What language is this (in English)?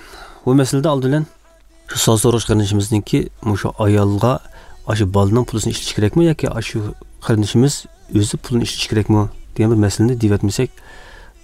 Uyghur